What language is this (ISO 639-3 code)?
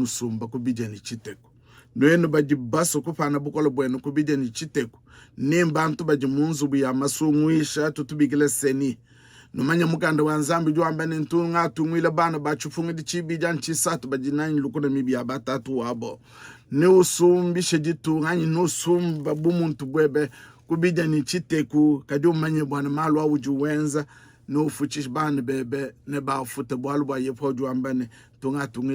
lua